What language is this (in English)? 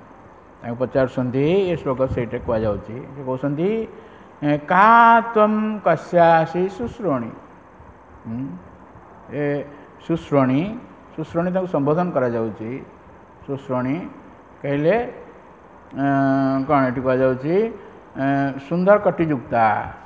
Odia